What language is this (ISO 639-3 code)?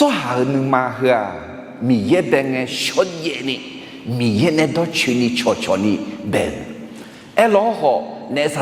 ahk